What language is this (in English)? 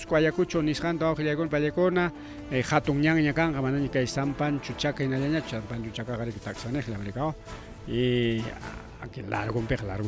Ayacucho Quechua